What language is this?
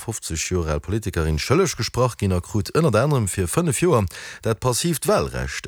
Luxembourgish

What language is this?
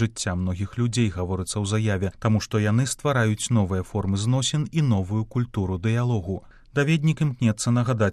Belarusian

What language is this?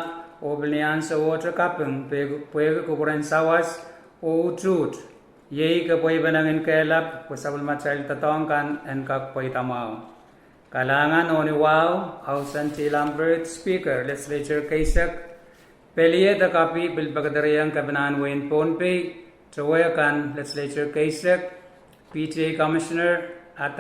Pohnpeian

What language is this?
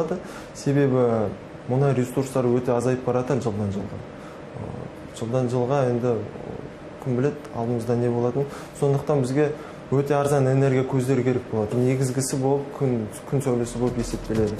Kazakh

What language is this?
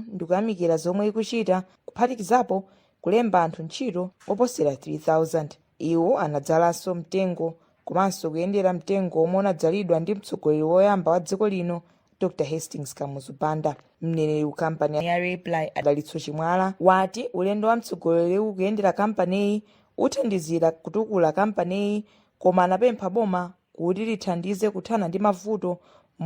Nyanja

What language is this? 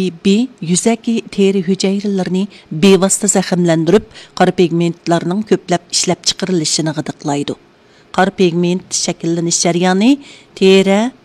Uyghur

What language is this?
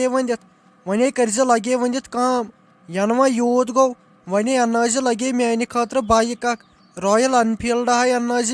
Kashmiri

